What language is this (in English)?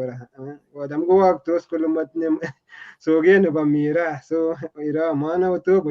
Kalenjin